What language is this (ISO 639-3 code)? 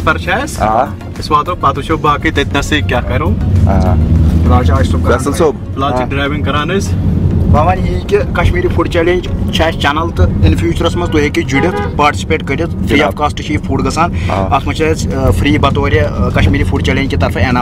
kas